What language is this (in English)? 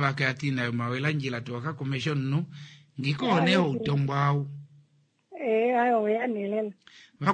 Kuanyama